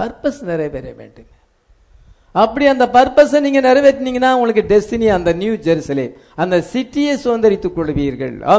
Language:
Tamil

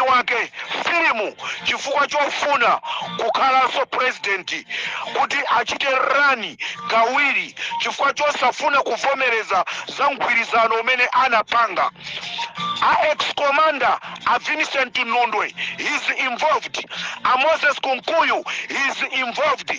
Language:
Nyanja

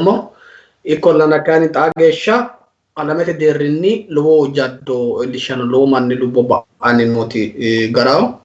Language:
Sidamo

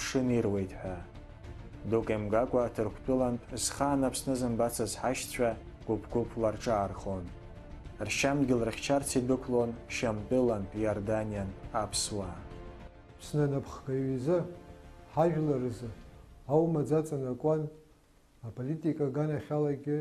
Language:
Abkhazian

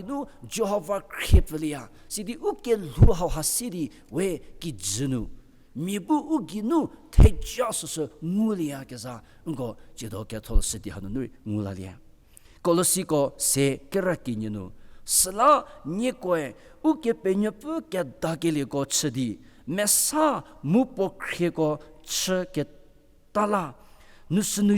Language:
Angami Naga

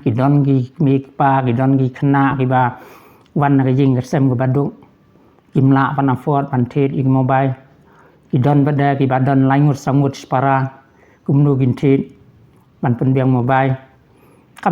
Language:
Khasi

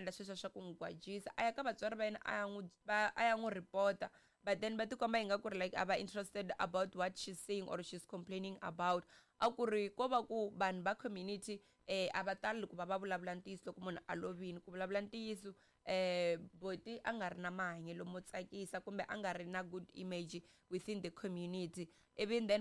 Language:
Tsonga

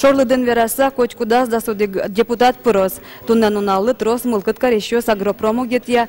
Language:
Udmurt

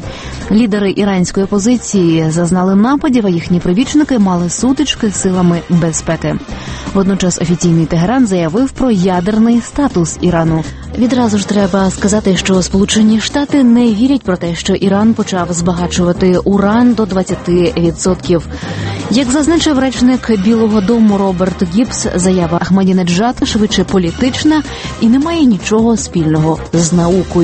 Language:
Ukrainian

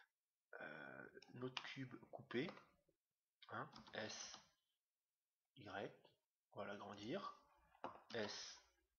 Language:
French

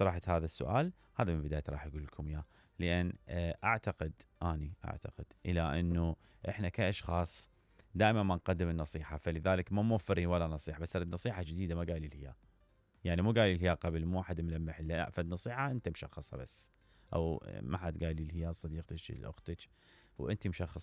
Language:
Mesopotamian Arabic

